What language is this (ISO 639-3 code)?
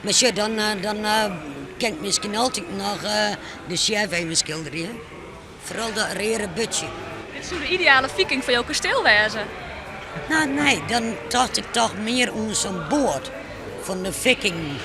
fry